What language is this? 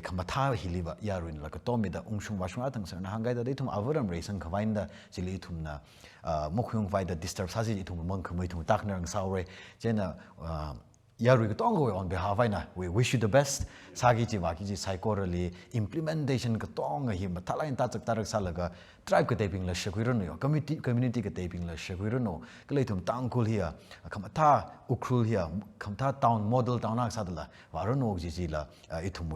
Tangkhul Naga (India)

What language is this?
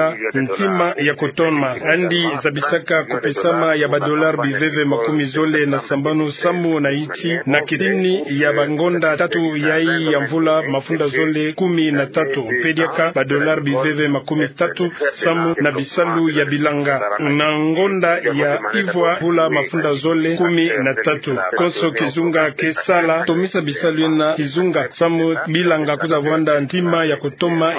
Kituba (Democratic Republic of Congo)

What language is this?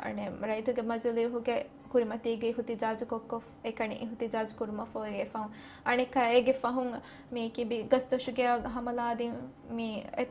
Divehi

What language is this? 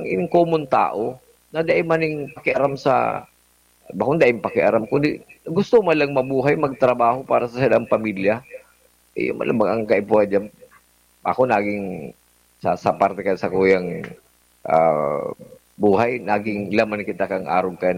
Bikol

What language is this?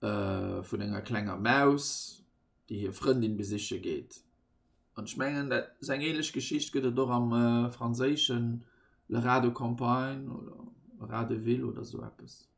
Luxembourgish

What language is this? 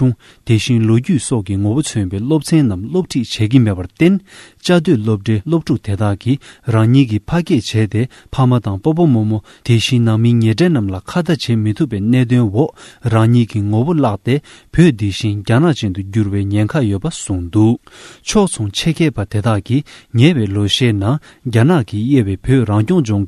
Tibetan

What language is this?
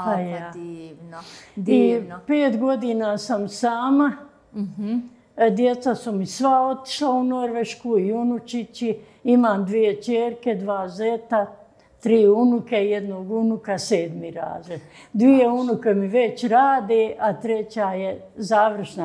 Bosnian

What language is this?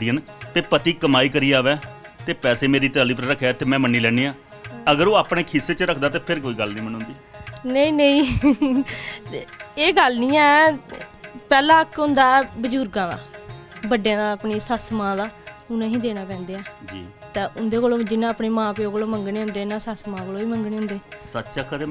Dogri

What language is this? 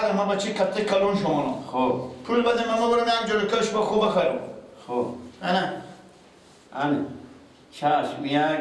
Persian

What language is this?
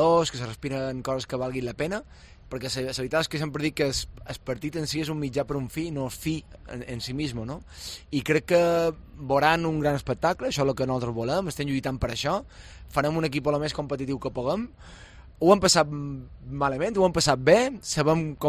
Catalan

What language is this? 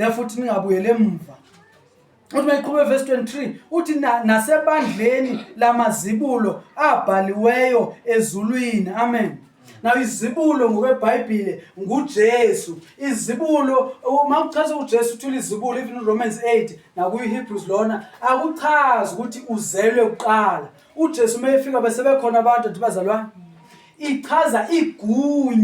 Zulu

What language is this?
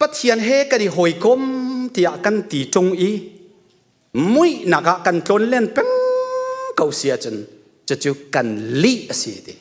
Hakha Chin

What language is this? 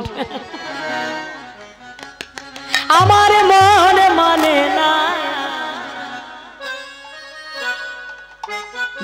Bangla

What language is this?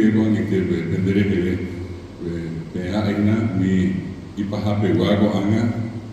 Guarani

